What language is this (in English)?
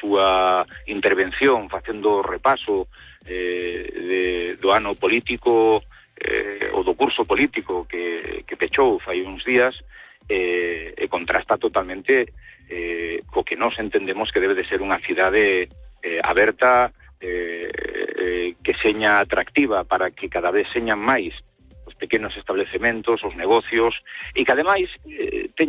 Galician